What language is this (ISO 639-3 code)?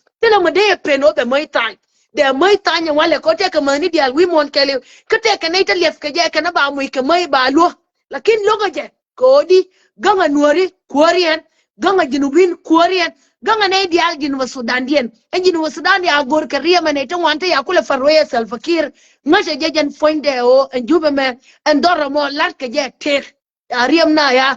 nus